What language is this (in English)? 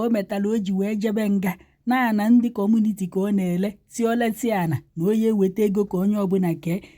Igbo